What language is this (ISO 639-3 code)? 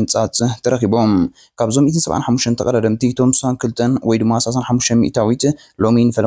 tir